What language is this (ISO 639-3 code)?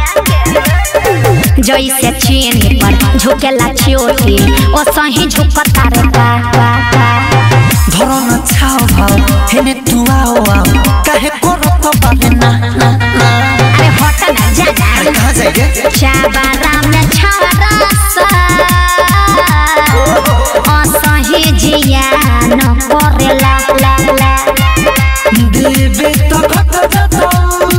bho